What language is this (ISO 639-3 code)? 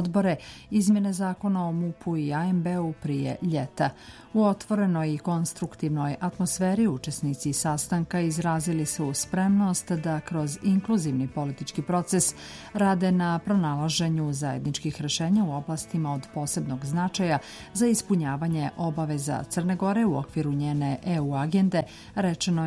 srp